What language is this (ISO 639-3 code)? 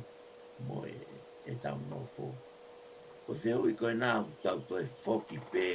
ton